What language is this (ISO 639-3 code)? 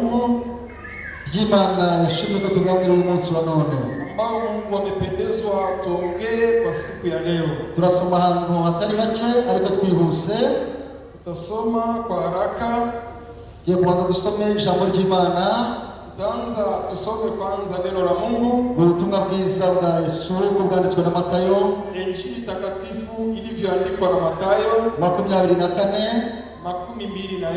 kin